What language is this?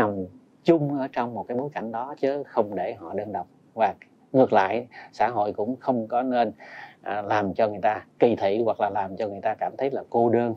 Vietnamese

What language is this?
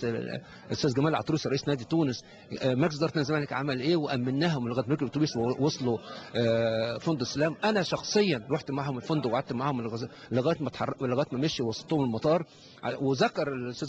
Egyptian Arabic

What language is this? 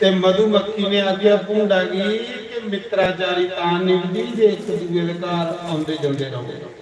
Dogri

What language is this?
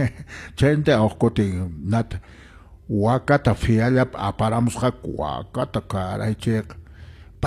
Quechua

